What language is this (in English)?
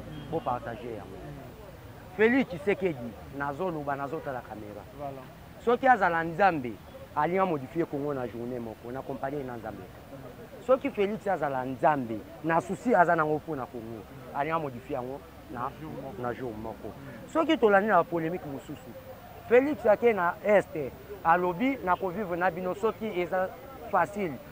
Lingala